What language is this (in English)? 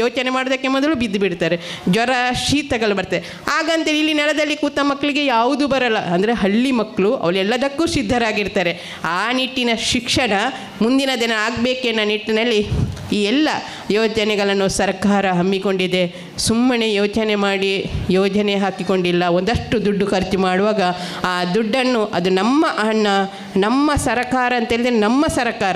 Kannada